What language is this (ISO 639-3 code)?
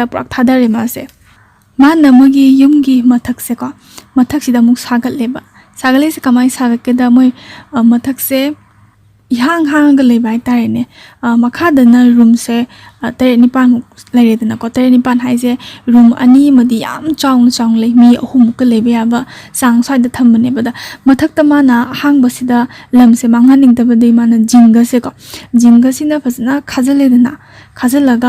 mni